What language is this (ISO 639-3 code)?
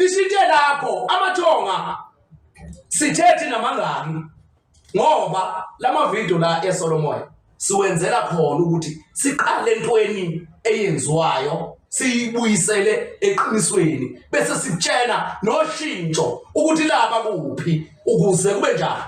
zul